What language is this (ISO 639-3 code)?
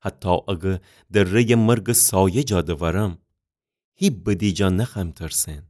glk